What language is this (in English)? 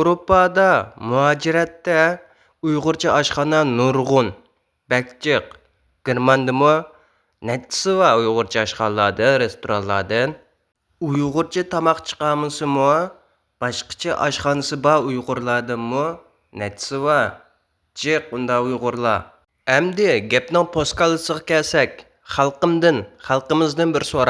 Uyghur